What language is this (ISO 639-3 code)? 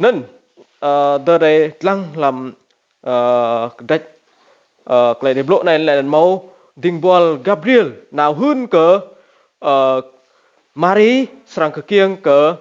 rad